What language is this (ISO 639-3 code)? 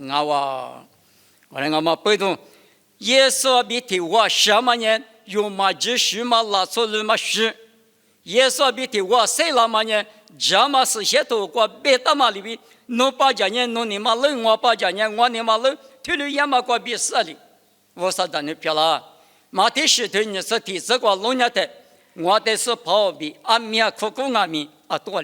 lis